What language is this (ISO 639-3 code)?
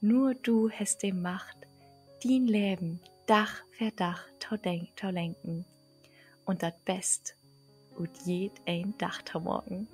nds